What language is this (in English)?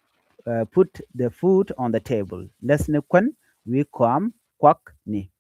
Nuer